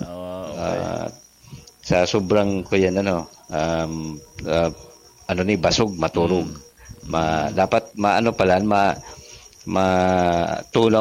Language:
Bikol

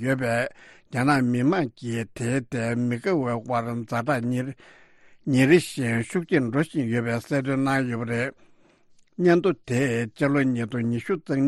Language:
Tibetan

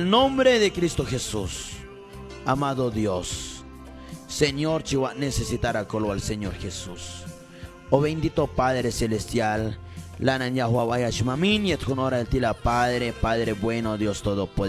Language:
Q'anjob'al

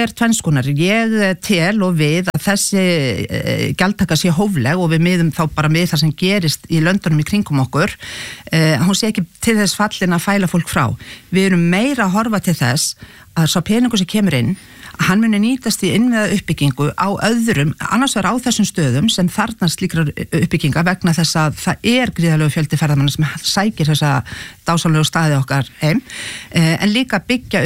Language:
Icelandic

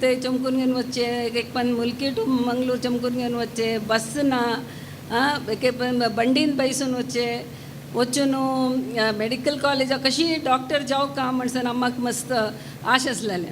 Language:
Konkani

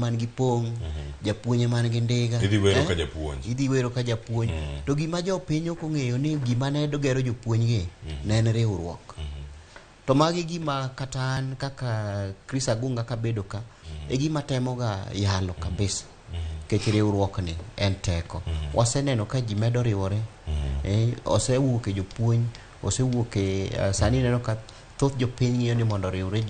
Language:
Luo (Kenya and Tanzania)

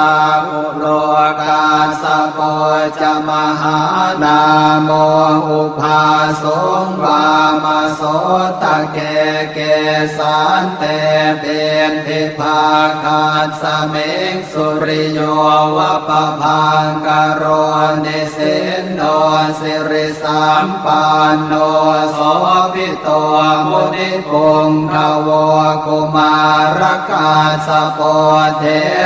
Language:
Pali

